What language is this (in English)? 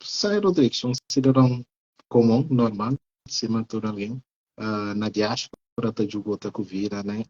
Kabuverdianu